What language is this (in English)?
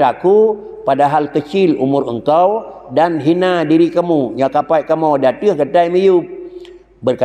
Achinese